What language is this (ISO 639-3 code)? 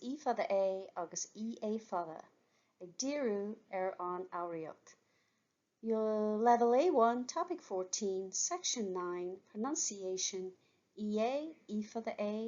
gle